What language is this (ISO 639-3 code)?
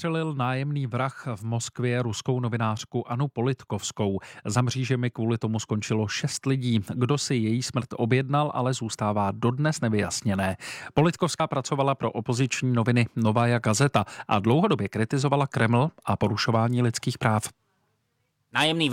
ces